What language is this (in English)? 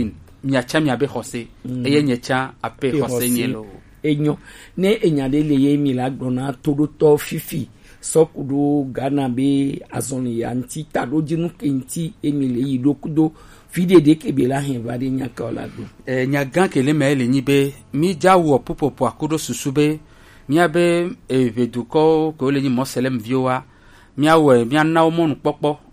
Gen